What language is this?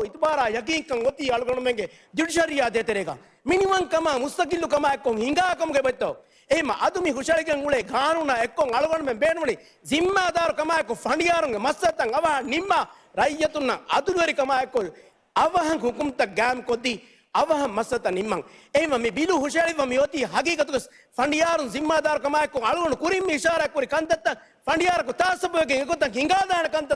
Divehi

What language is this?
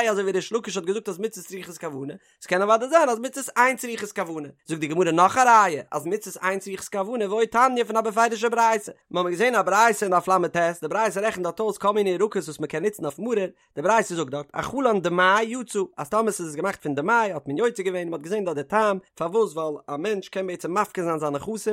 Yiddish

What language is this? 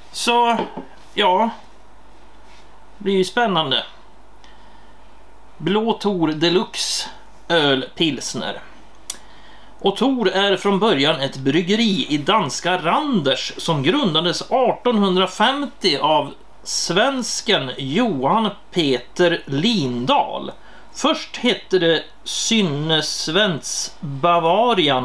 Swedish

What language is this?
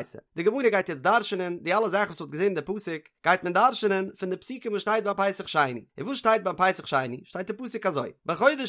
Yiddish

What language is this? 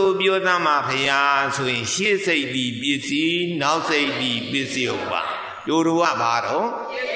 Burmese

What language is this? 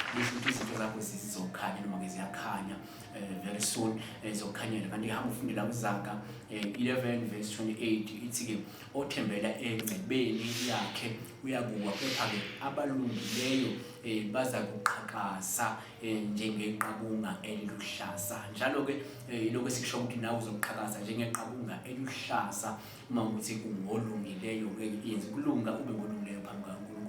Zulu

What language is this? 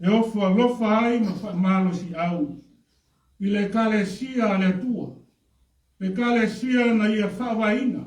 Samoan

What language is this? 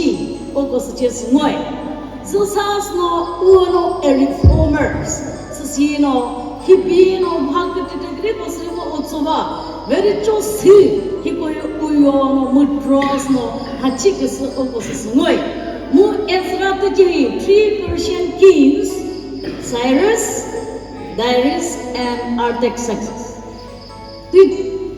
Chokri Naga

